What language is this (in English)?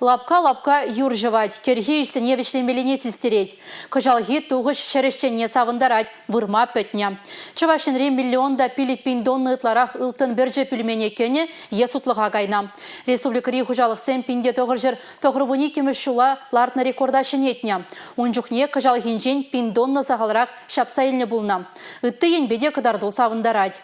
Chuvash